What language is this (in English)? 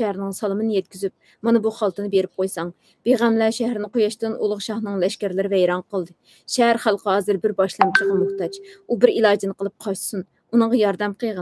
Uyghur